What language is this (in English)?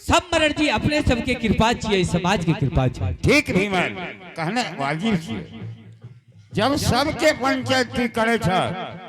Angika